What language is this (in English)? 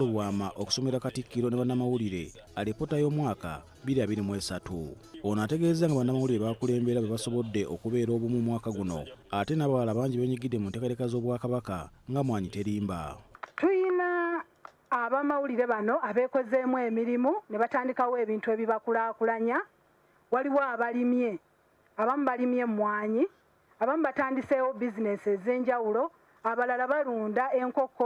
Ganda